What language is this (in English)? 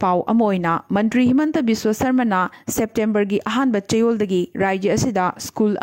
Manipuri